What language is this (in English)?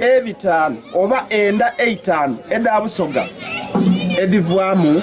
Soga